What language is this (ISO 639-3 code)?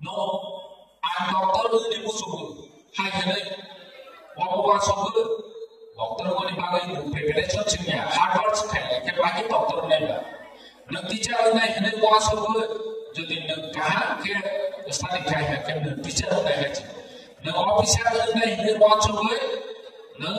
trp